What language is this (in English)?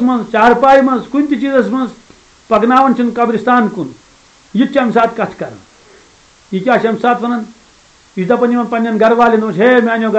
Kashmiri